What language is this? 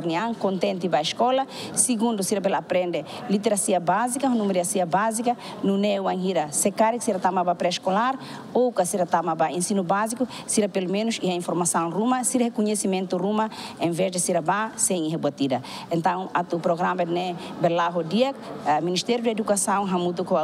Tetum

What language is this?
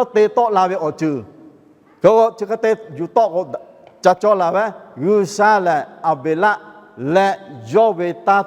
Lahu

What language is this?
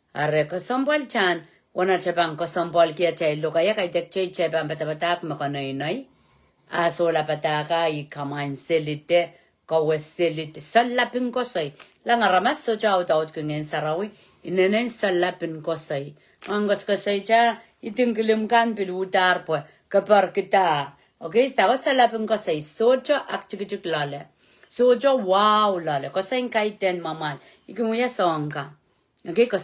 Pohnpeian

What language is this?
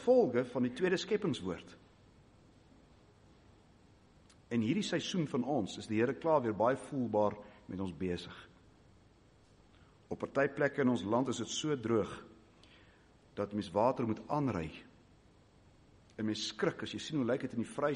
Afrikaans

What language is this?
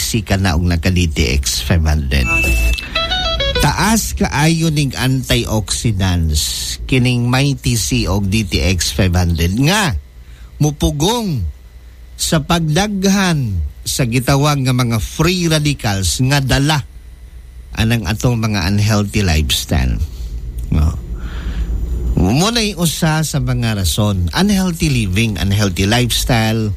Cebuano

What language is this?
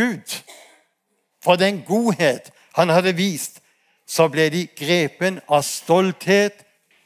Norwegian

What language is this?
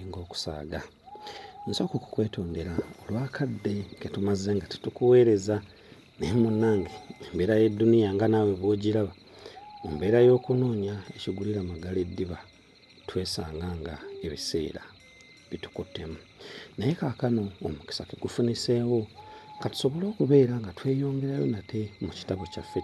Ganda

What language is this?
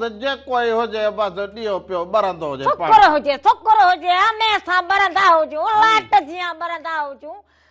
Sindhi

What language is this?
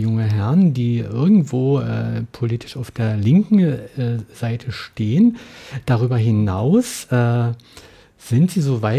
German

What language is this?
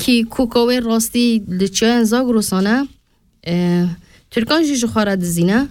Kurdish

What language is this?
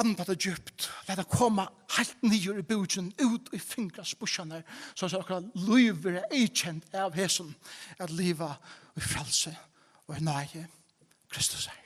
Faroese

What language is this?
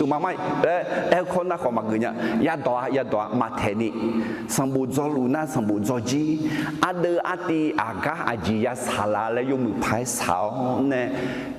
Akha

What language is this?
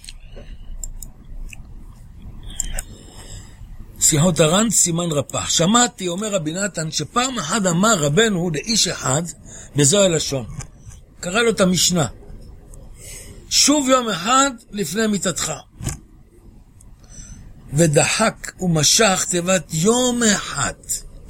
Hebrew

